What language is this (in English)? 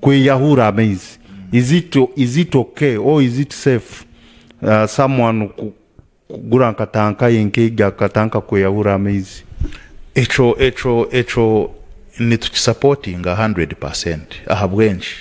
Nyankole